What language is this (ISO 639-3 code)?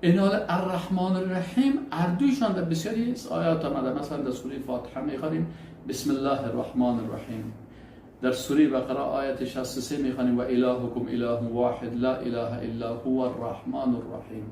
fas